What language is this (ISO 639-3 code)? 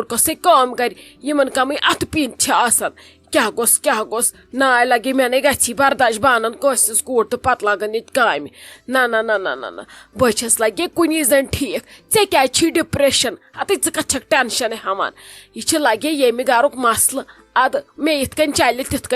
kas